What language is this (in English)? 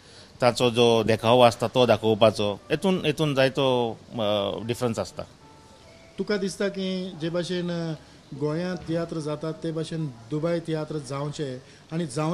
Konkani